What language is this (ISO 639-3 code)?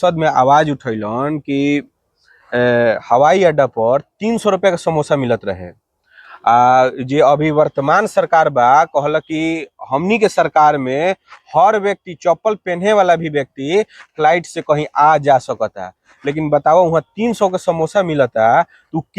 bho